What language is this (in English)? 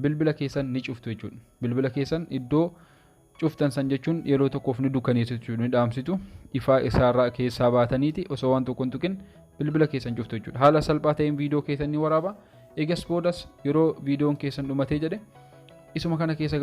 Oromo